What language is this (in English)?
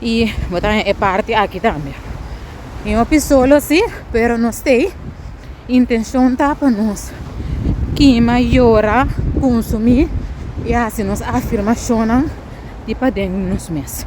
Papiamento